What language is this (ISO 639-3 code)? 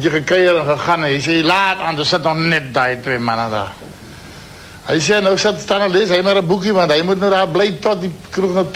afr